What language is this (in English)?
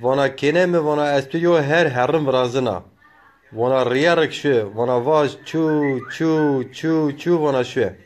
Zaza